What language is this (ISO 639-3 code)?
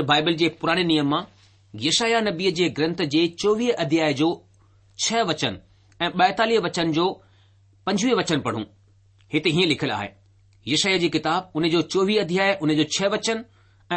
snd